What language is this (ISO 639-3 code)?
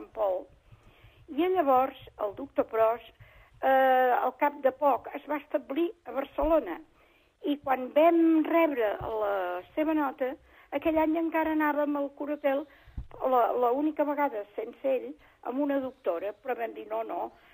cat